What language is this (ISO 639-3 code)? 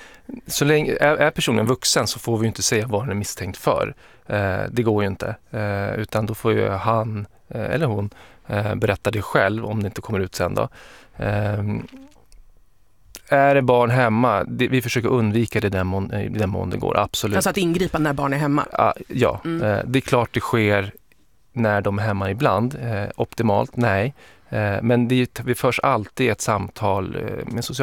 swe